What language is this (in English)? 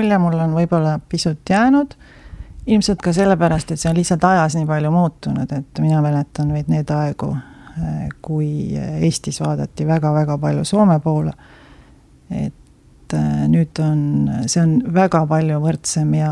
Estonian